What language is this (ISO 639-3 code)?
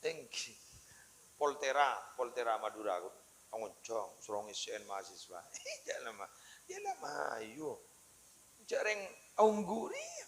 mad